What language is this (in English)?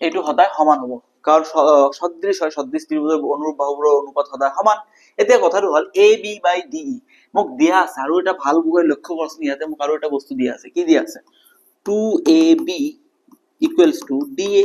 Assamese